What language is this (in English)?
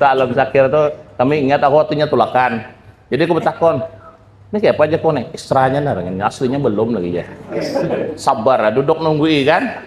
Banjar